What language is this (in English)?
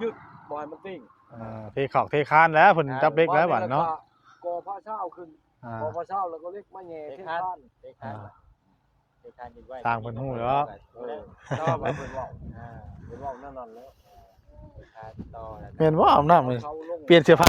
Northeastern Thai